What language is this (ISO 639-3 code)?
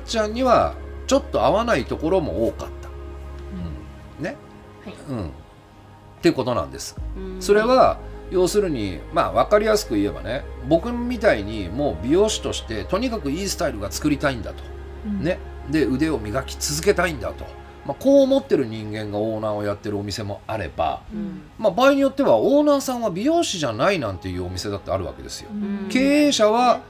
jpn